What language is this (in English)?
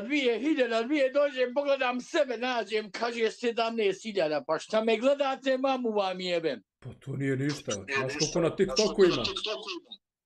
Bosnian